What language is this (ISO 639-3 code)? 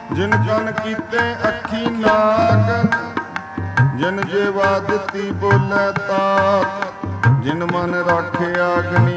pan